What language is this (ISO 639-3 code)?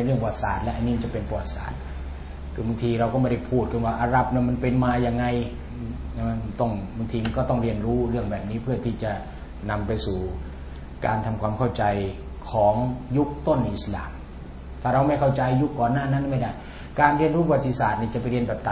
tha